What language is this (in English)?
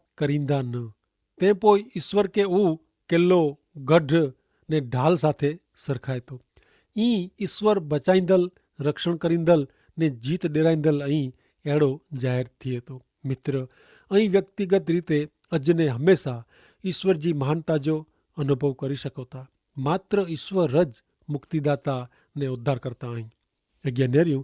Kachhi